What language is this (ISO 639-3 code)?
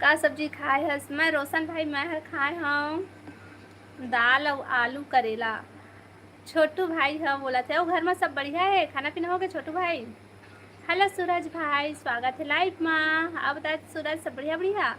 hne